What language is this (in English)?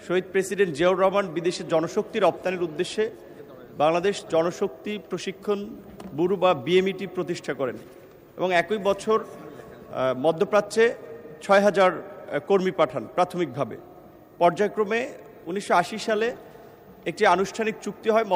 Bangla